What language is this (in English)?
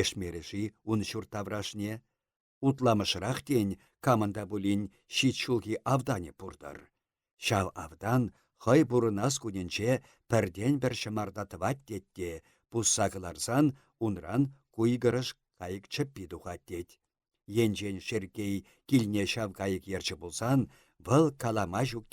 Chuvash